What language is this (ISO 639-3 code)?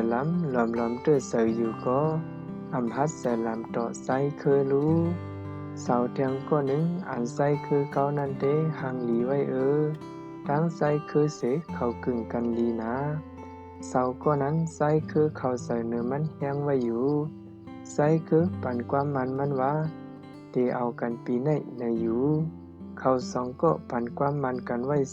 shn